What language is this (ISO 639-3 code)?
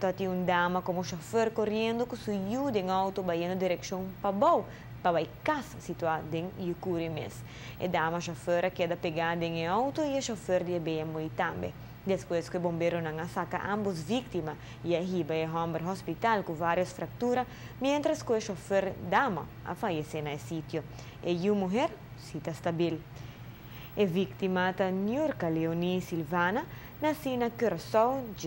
pap